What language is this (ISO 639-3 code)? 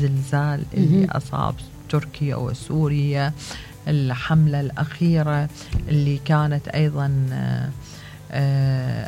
acm